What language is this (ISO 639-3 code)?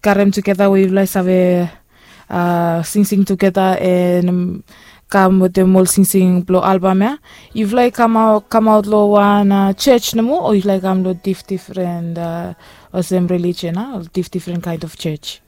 bis